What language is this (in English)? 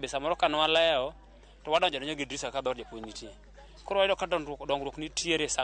Luo (Kenya and Tanzania)